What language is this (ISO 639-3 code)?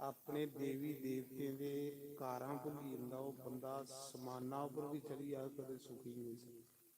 doi